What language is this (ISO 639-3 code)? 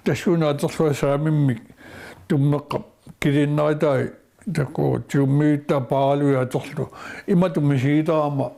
kal